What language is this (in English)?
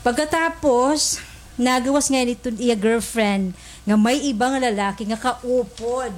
Waray